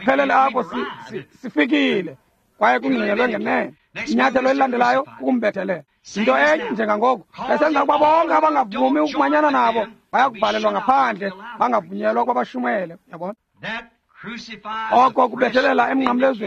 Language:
Xhosa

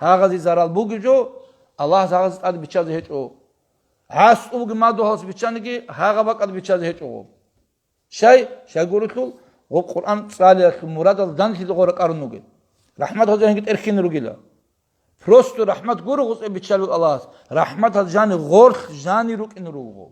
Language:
Avaric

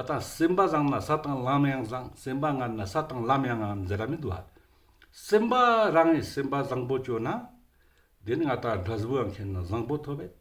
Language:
Ladakhi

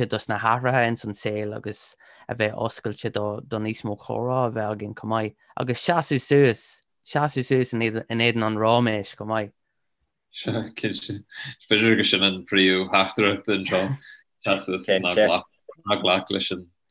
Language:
Irish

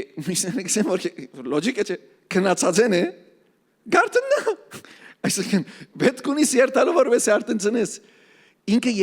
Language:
Western Armenian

